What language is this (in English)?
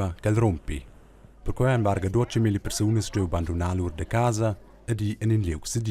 Romansh